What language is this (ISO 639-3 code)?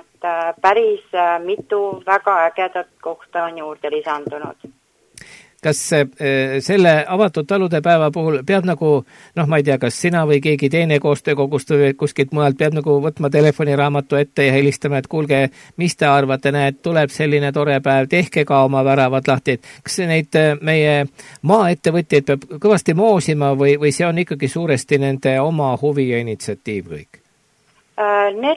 est